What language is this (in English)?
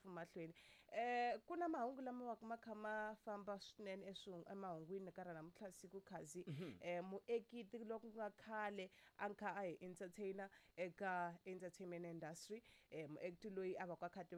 Tsonga